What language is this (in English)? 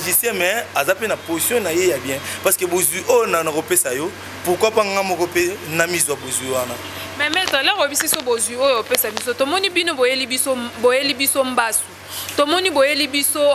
Lingala